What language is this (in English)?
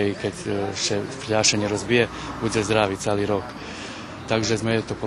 Rusyn